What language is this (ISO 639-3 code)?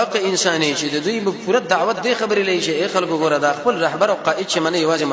pus